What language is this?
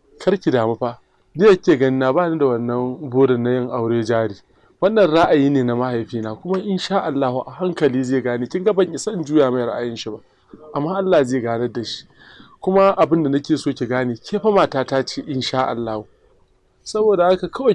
Hausa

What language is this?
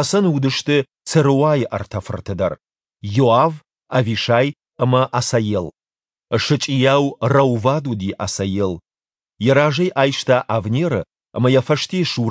Ossetic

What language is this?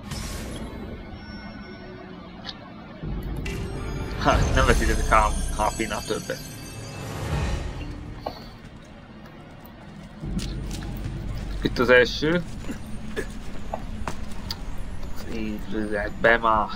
Hungarian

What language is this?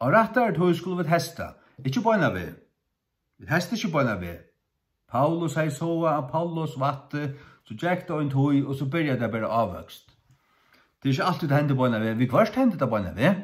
Faroese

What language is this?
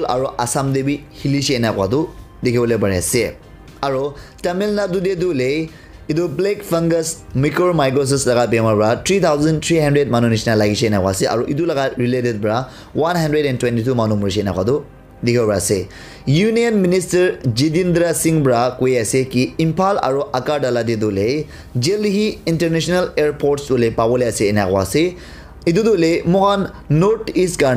Naga Pidgin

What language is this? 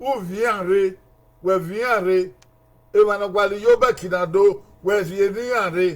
Bini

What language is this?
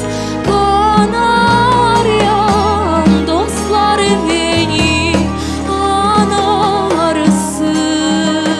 Crimean Tatar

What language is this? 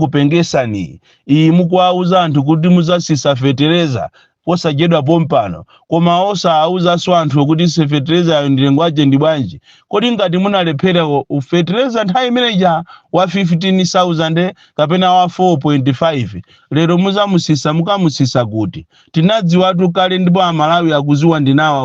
Nyanja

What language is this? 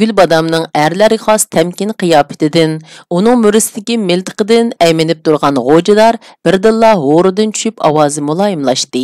Uyghur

